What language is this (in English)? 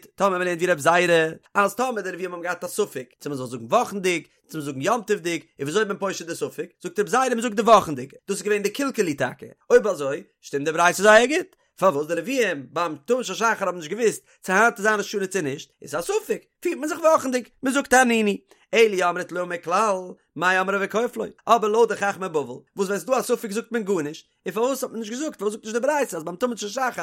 Yiddish